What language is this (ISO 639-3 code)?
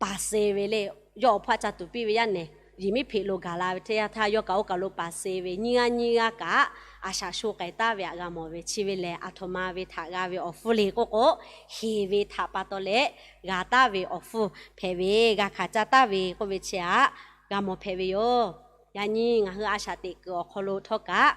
lhu